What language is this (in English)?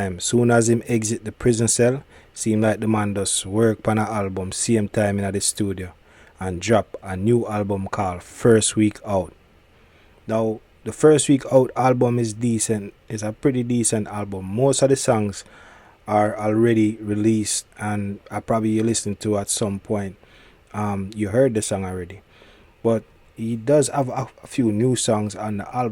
Jamaican Creole English